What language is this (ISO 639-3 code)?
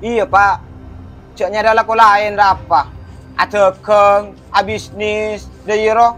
mad